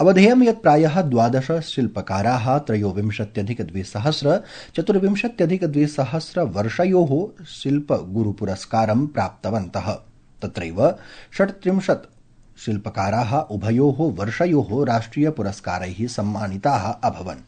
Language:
Sanskrit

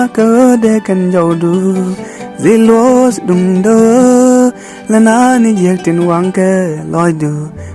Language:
Nuer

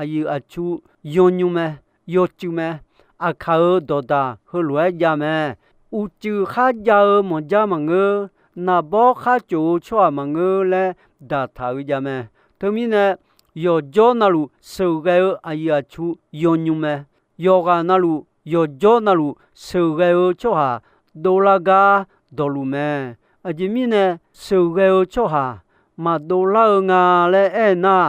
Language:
Akha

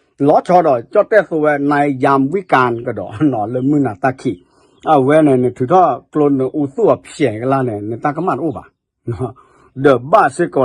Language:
S'gaw Karen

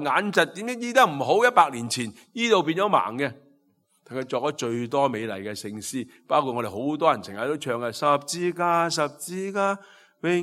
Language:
Cantonese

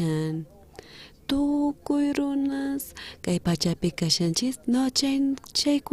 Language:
South Bolivian Quechua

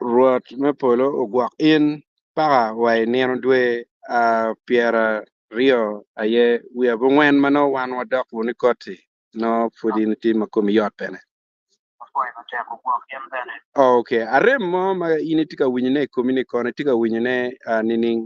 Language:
Acoli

